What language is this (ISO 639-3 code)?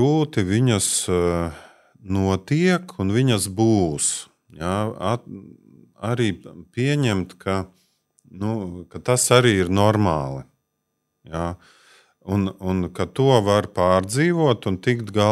lav